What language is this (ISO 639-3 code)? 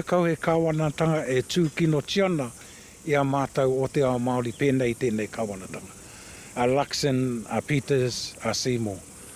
mri